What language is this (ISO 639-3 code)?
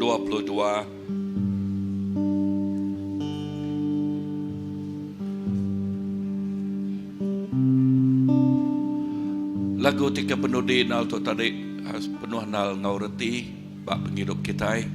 iba